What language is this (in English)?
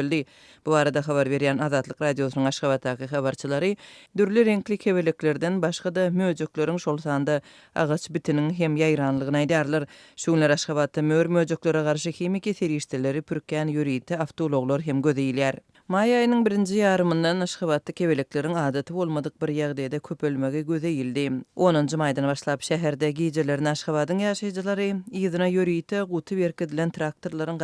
Turkmen